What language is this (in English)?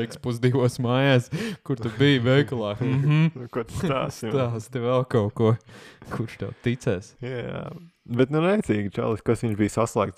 Latvian